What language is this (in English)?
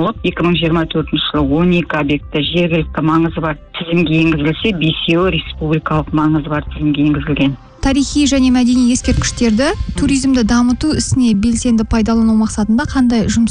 Kazakh